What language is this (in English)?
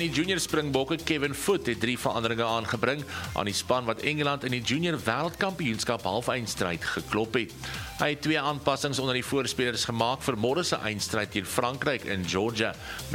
Afrikaans